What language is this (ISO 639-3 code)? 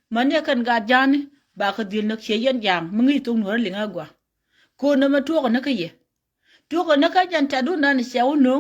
nus